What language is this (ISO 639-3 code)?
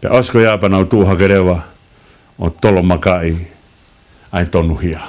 ton